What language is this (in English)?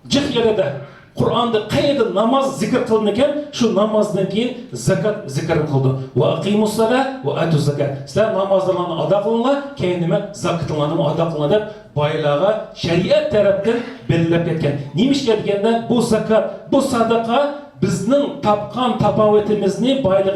Uyghur